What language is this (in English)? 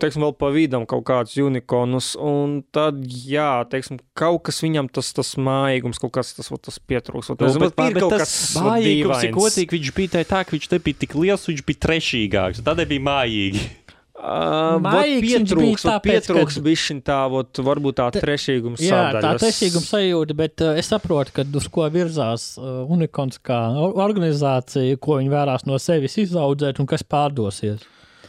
Latvian